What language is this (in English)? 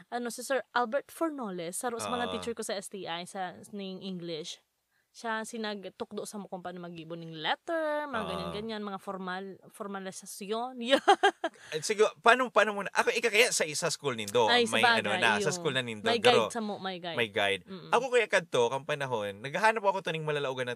Bikol